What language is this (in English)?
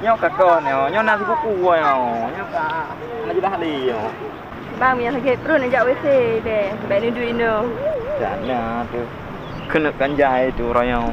Achinese